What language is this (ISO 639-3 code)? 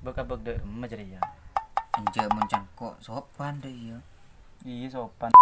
mad